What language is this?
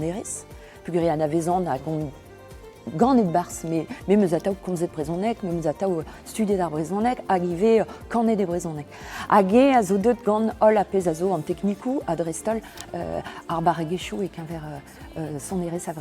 Breton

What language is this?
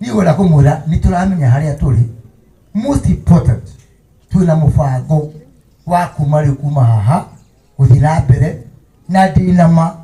Kikuyu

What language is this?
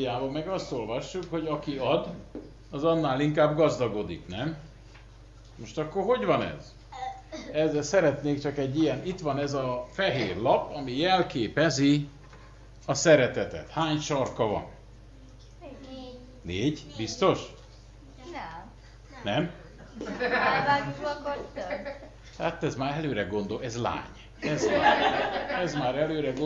Hungarian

